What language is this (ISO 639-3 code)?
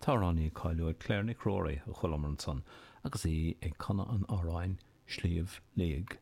gle